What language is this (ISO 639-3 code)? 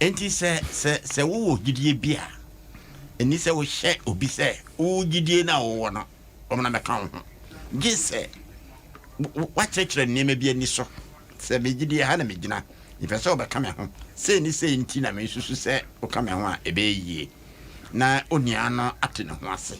aka